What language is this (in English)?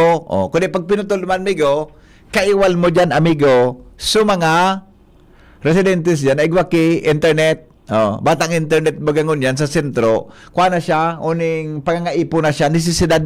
Bikol